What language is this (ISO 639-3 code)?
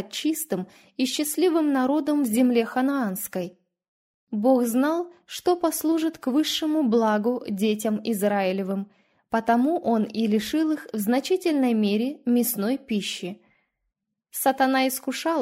rus